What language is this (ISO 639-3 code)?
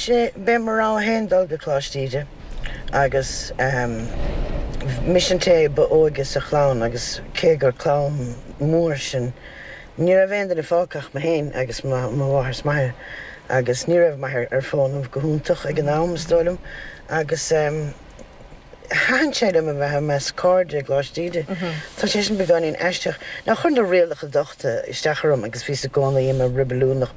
gle